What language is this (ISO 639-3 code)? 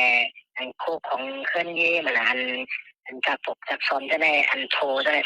shn